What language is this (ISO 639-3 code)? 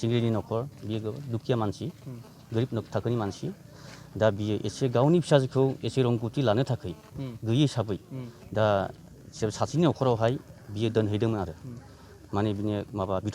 brx